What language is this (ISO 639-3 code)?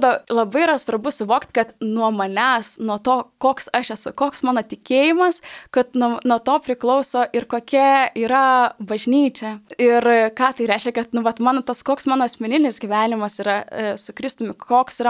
lit